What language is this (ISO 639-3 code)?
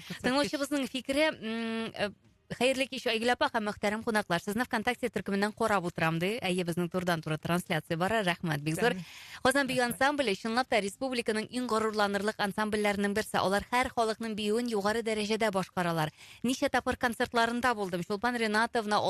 tat